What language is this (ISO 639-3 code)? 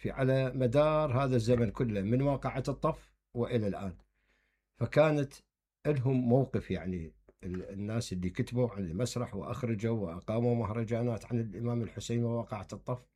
acm